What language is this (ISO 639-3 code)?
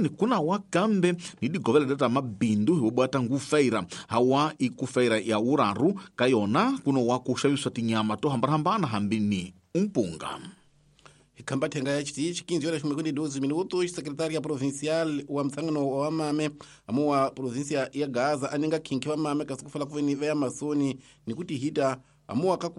tso